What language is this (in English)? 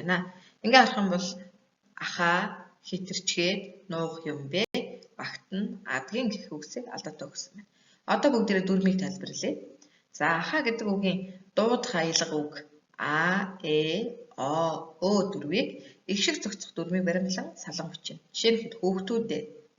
Mongolian